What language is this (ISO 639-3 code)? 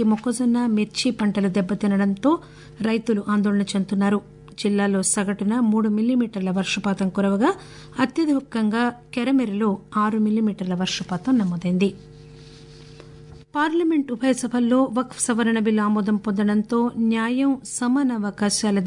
tel